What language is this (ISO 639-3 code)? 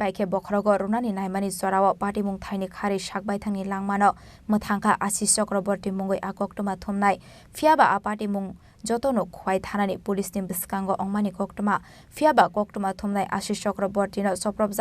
trp